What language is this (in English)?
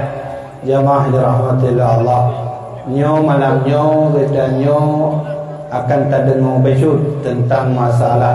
Achinese